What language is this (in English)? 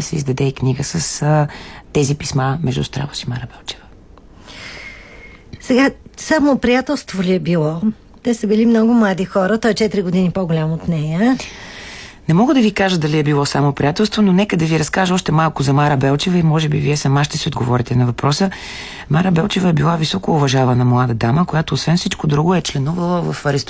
Bulgarian